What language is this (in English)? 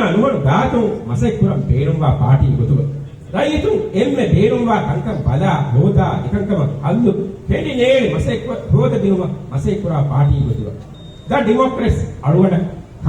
Divehi